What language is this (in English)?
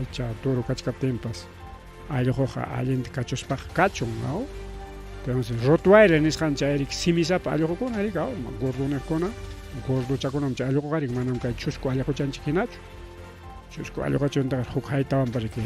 Ayacucho Quechua